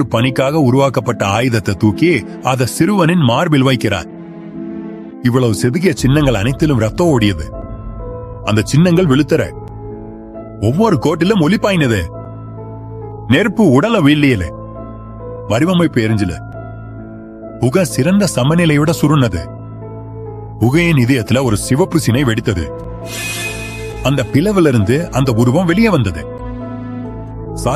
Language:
Tamil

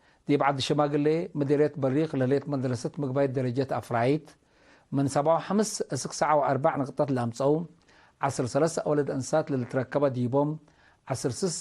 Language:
Tigre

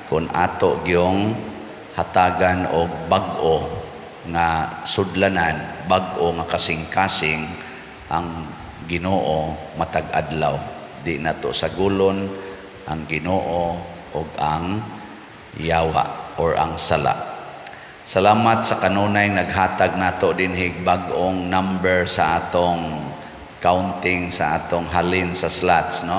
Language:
Cebuano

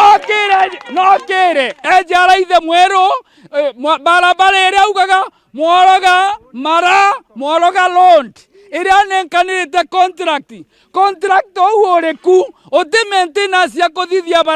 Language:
Meru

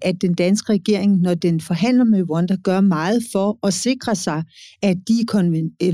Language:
Danish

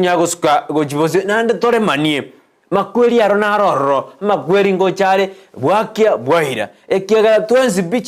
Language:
Gusii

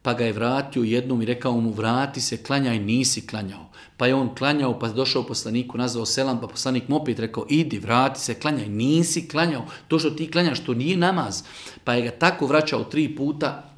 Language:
Bosnian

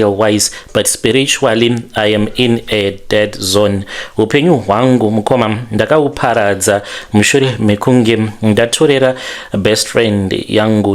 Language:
Shona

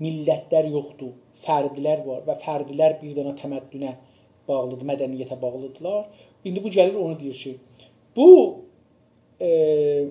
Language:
South Azerbaijani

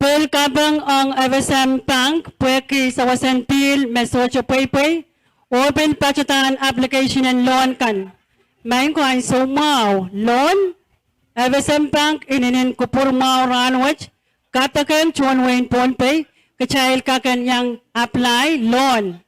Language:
Pohnpeian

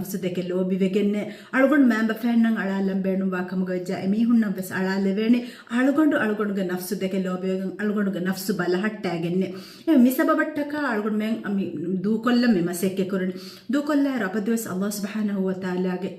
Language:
Divehi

